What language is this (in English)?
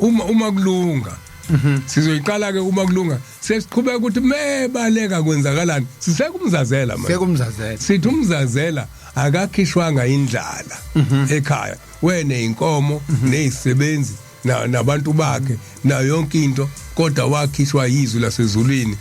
Zulu